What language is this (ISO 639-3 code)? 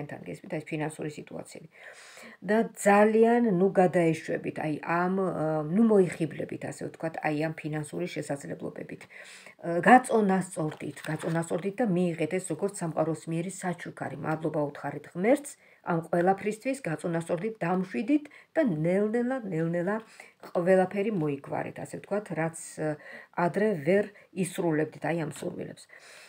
kat